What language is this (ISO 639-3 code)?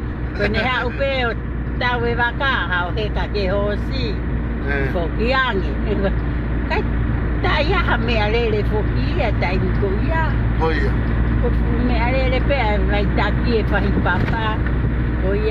ton